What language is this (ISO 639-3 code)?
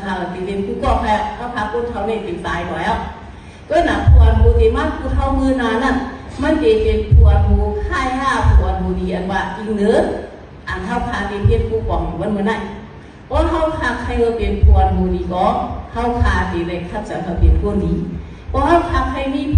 shn